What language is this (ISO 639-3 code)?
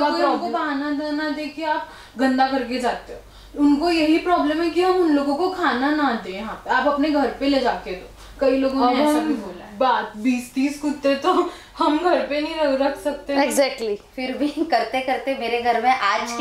hin